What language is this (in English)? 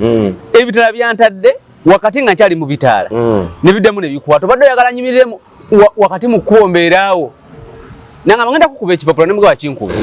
Ganda